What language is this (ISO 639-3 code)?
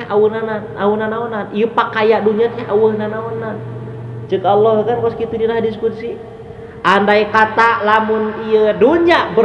sun